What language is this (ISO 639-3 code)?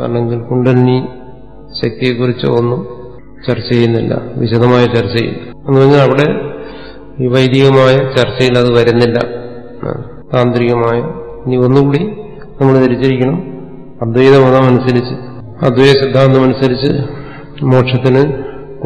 mal